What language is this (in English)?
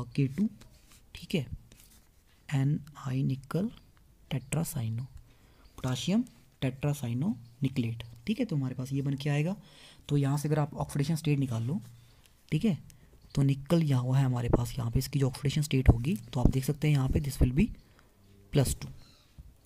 Hindi